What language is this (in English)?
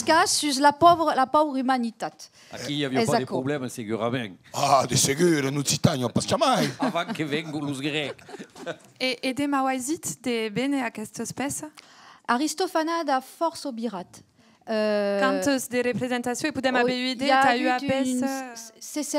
Occitan